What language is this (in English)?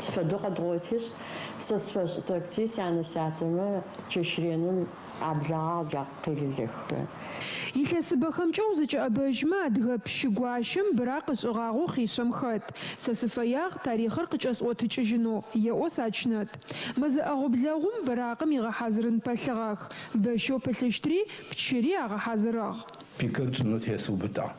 Adyghe